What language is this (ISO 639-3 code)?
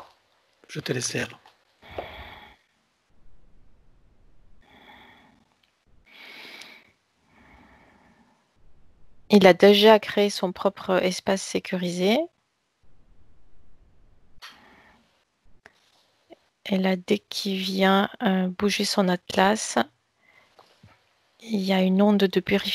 fra